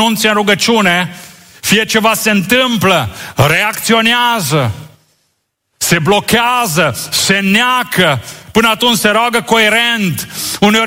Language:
Romanian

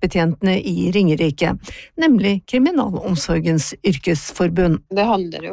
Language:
Norwegian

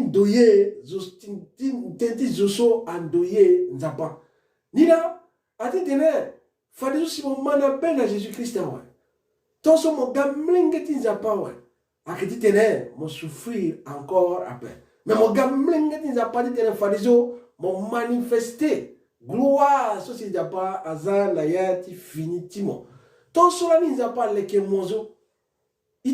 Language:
Sango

